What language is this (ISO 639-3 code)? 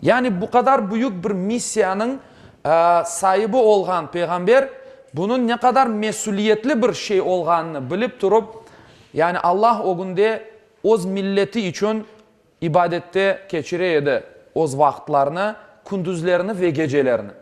crh